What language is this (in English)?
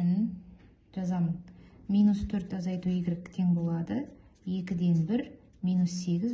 Kazakh